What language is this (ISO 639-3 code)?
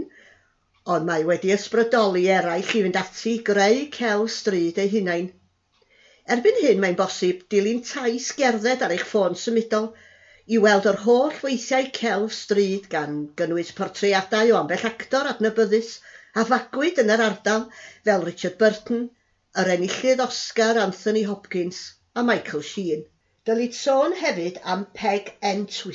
cym